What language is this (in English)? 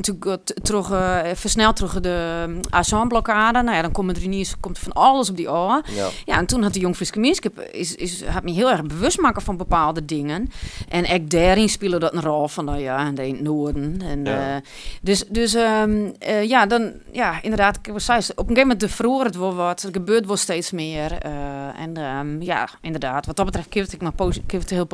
Western Frisian